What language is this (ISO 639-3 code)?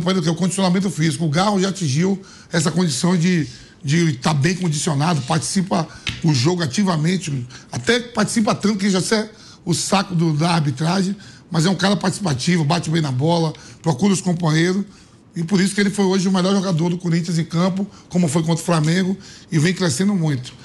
por